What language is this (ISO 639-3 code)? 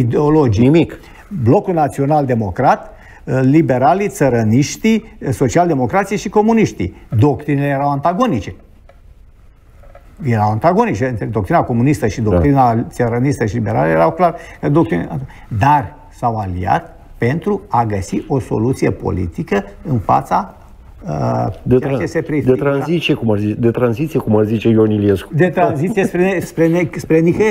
ron